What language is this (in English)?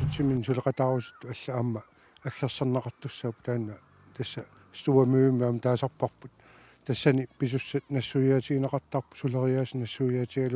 Kalaallisut